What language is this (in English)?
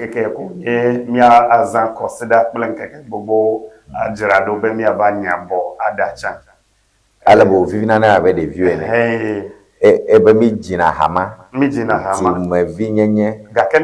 Ewe